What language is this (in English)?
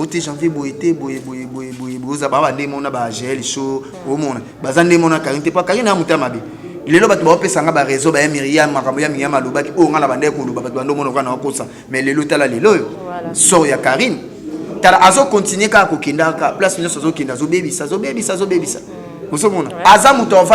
Lingala